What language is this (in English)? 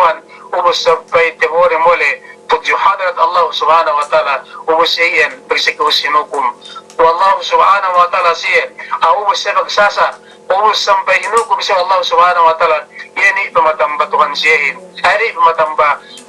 Yakan